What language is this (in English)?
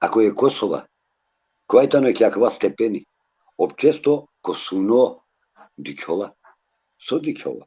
Balkan Romani